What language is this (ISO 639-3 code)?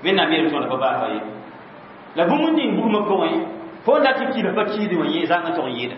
mos